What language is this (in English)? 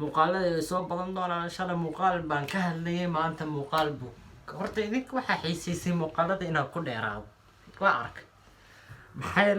Somali